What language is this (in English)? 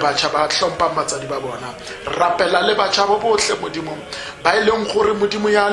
Tswana